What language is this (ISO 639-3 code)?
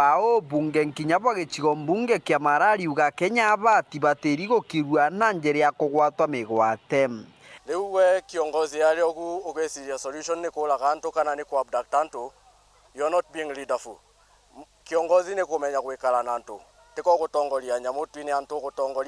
mer